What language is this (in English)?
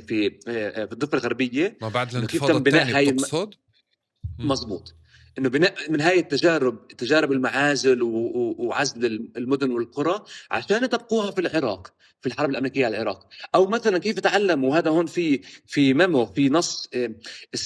North Levantine Arabic